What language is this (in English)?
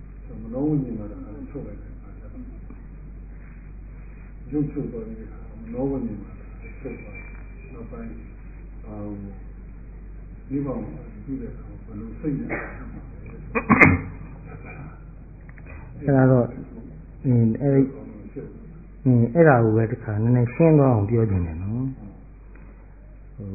Burmese